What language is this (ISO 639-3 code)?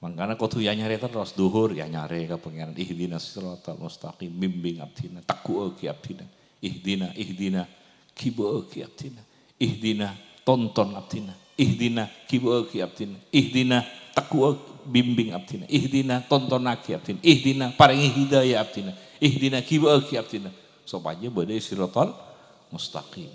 mad